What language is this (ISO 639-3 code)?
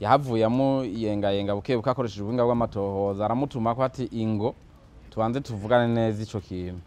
run